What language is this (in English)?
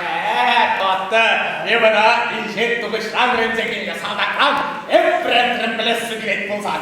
Chuvash